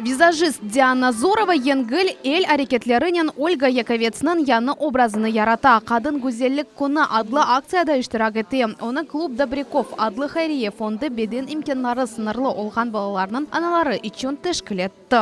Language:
Crimean Tatar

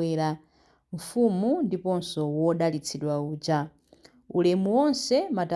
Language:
Nyanja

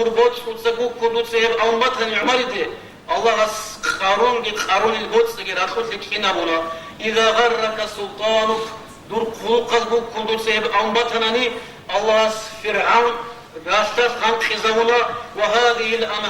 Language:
Avaric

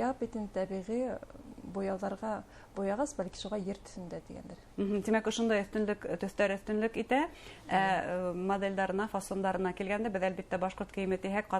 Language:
Bashkir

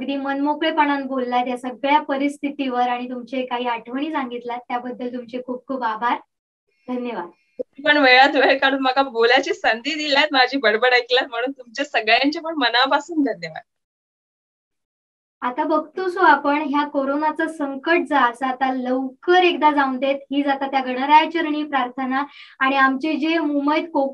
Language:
Marathi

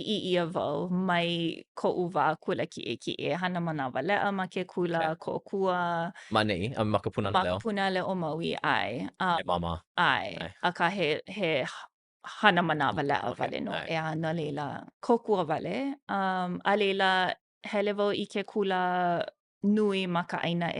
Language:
Hawaiian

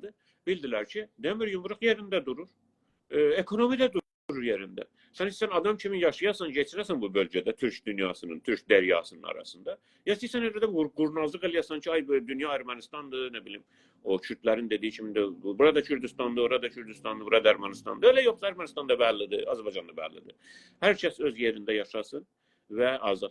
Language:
South Azerbaijani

